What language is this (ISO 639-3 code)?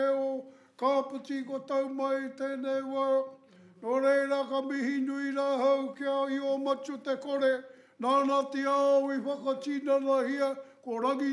mri